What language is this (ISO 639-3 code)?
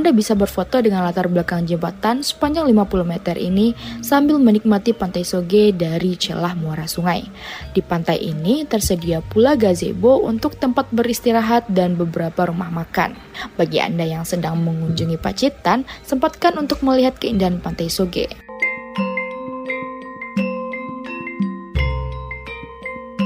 ind